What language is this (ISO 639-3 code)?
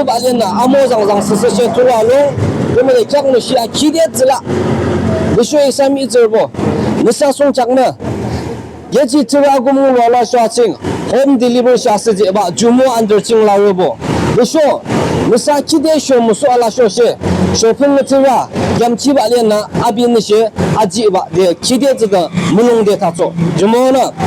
yim